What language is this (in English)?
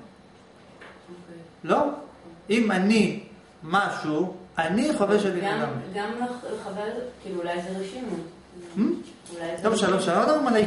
Hebrew